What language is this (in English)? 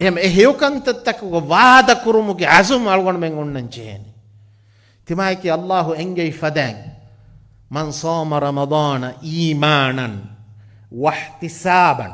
Divehi